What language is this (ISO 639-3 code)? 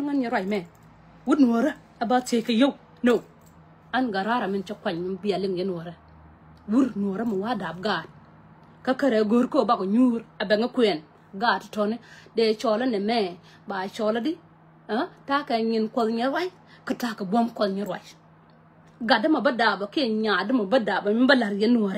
nus